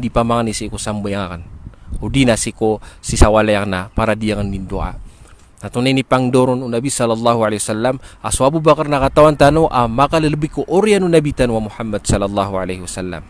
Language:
Maranao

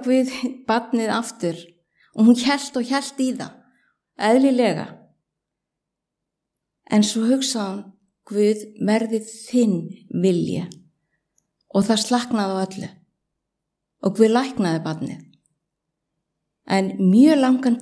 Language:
Icelandic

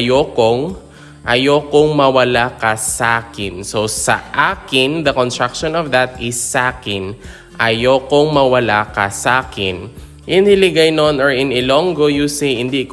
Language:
Hiligaynon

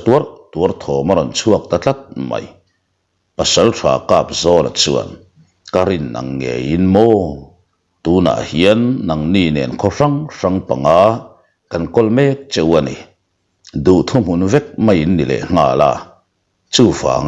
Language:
Mizo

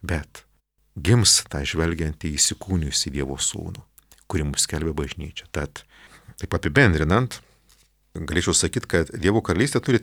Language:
Lithuanian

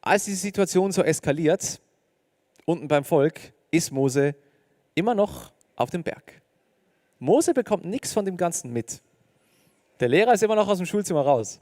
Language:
Swiss German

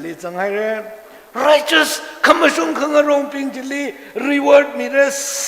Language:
Tangkhul Naga (India)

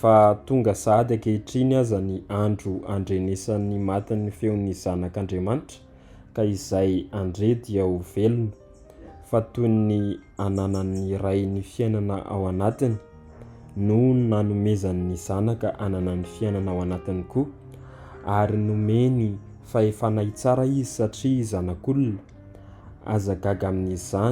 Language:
Malagasy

